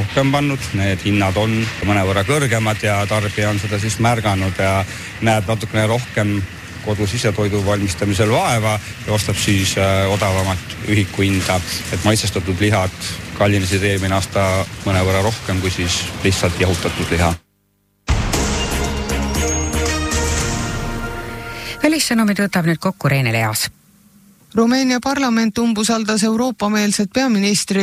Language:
Estonian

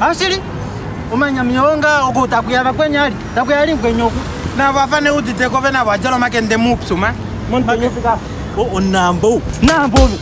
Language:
Kuanyama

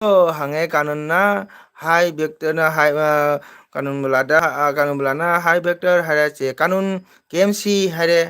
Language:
Manipuri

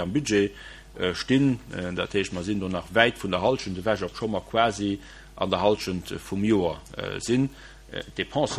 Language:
Luxembourgish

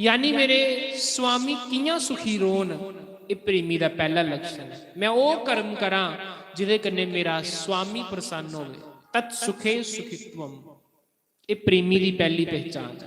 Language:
Dogri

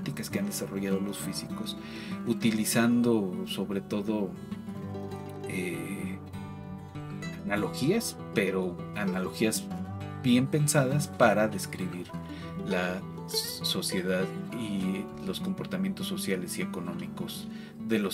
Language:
Spanish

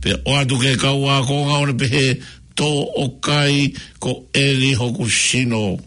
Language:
Tongan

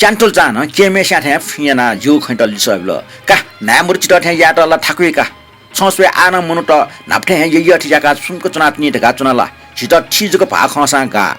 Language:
Newari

